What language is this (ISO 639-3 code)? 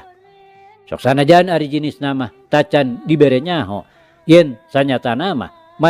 sun